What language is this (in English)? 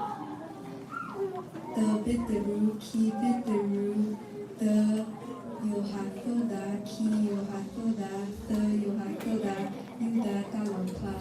S'gaw Karen